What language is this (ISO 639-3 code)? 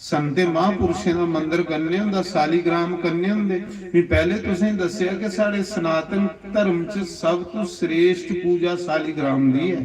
doi